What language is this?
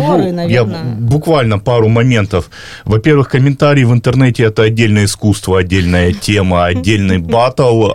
Russian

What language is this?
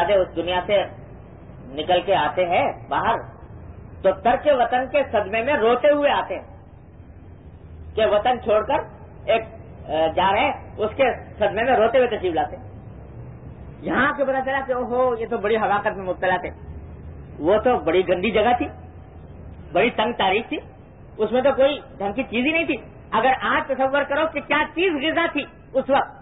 Urdu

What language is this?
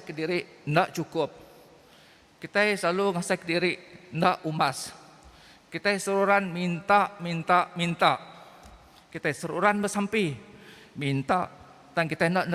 Iban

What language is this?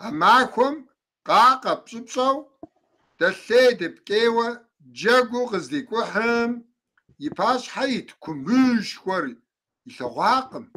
Kabardian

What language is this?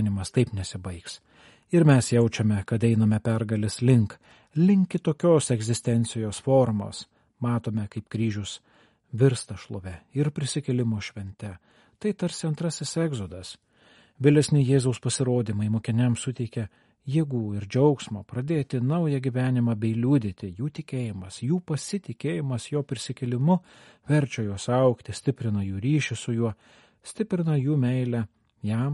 Lithuanian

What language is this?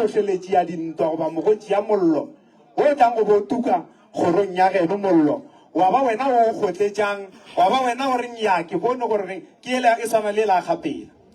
Northern Sotho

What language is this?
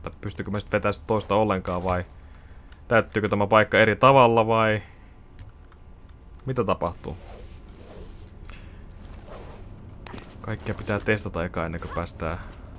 Finnish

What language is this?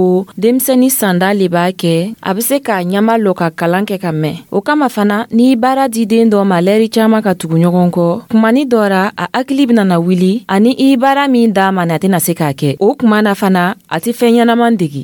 Dyula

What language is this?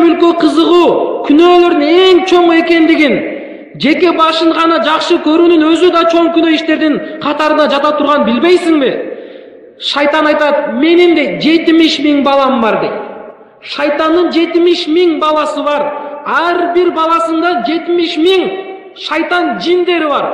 Kyrgyz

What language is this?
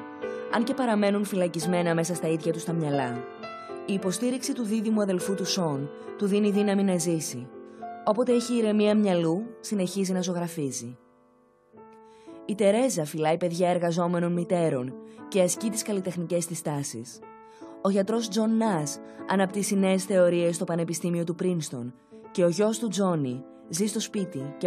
Greek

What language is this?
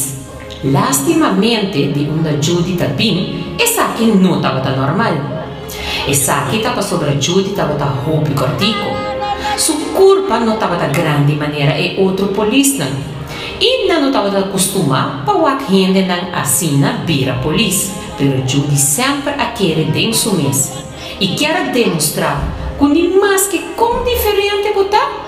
Papiamento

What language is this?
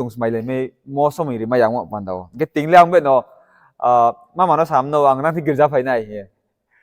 Riang (India)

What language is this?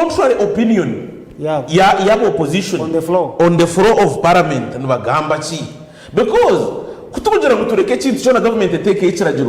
Nyankole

